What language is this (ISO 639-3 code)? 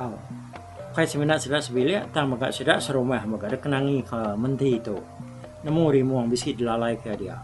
iba